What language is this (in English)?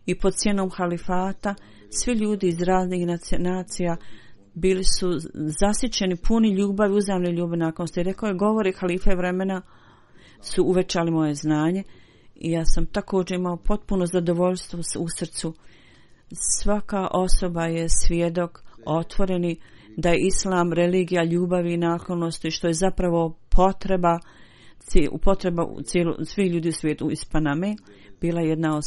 Bosnian